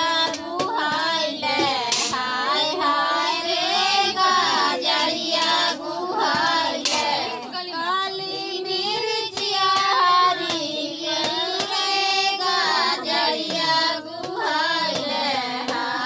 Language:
Bhojpuri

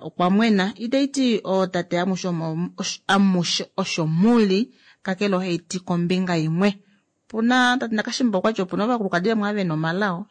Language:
Kuanyama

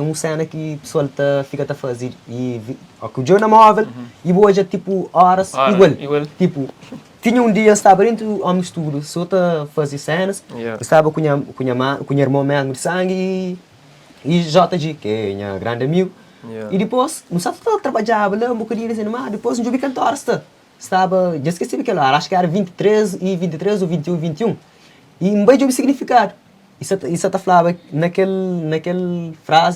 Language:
Kabuverdianu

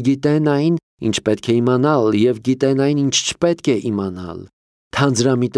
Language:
Armenian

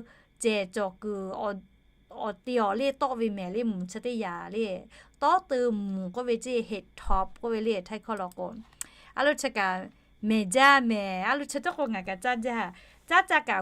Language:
Lahu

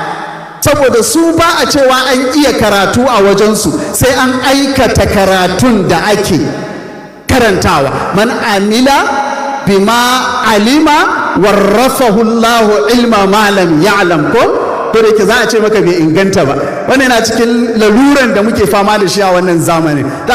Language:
Hausa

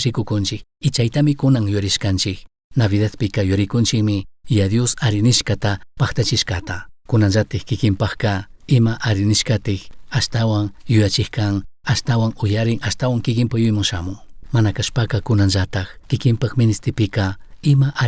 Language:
Chimborazo Highland Quichua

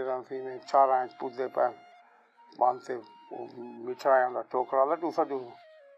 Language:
Saraiki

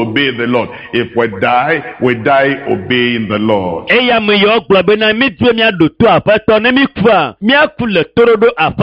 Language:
Ewe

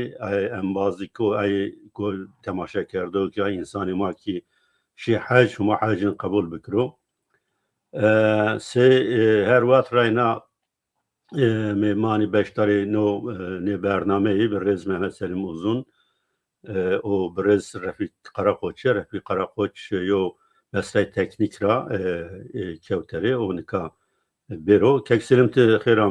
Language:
Zaza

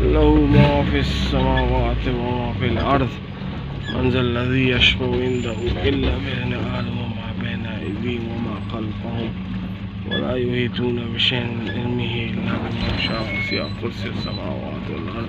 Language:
Baluchi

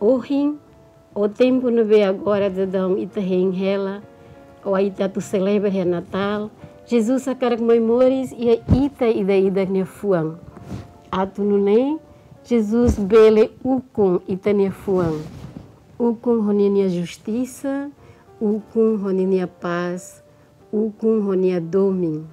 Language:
Tetum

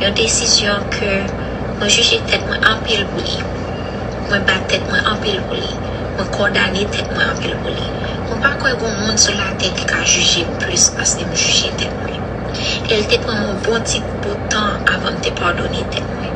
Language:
Haitian Creole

